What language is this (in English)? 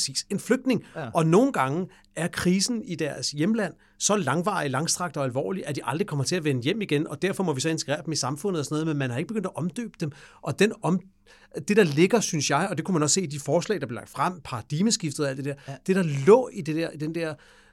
Danish